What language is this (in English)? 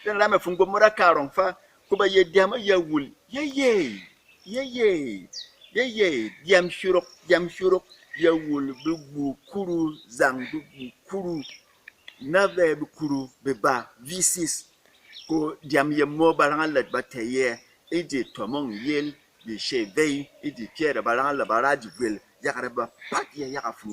Berom